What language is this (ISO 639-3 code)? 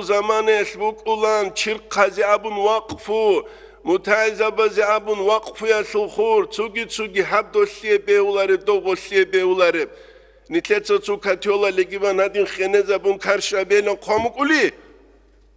ava